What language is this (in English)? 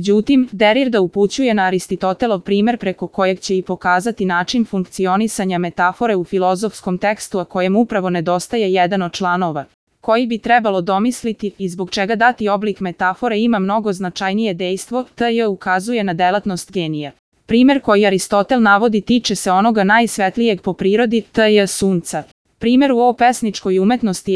Serbian